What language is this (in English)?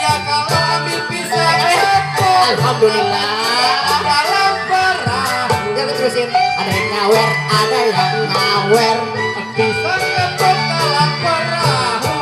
Betawi